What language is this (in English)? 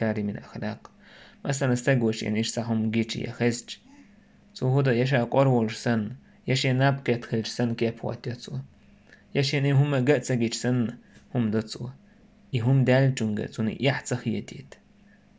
Chechen